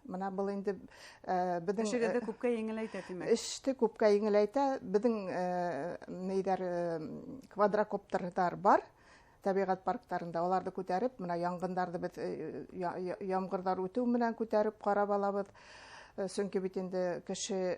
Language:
Bashkir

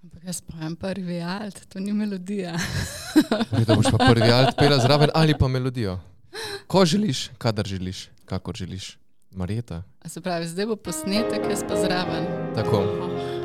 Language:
Slovenian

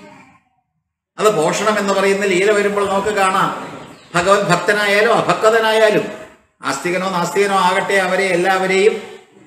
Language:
Malayalam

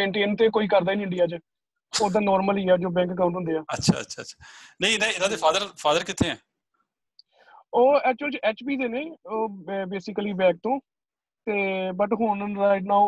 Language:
Punjabi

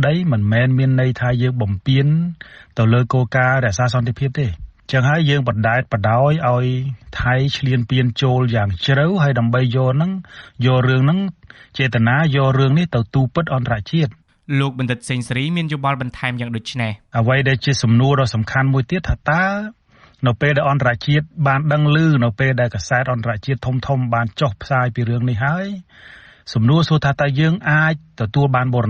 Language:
Khmer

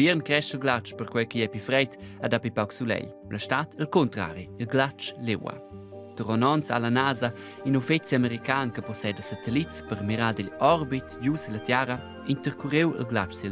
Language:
Romansh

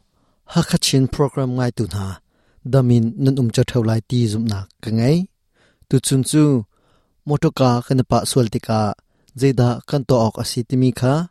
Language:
Hakha Chin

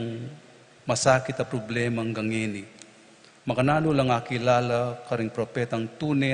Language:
Pampanga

